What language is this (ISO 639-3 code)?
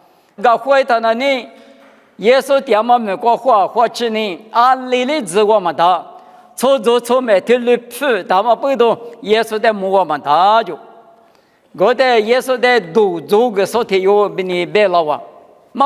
lis